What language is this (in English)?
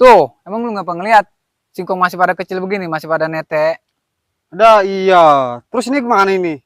Betawi